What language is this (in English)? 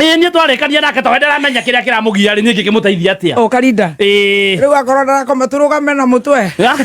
Kikuyu